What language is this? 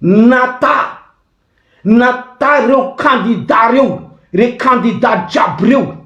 Malagasy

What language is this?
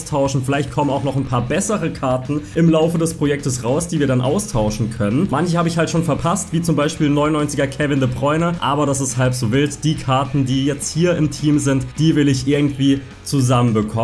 German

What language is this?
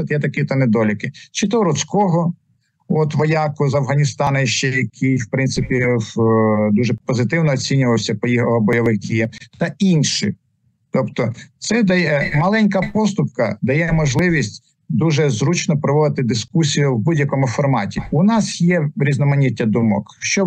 Ukrainian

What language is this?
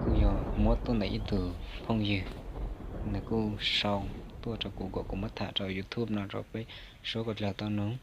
Hmong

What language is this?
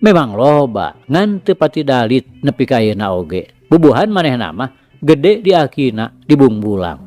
Sundanese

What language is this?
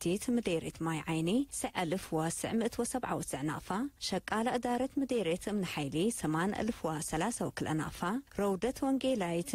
Tigre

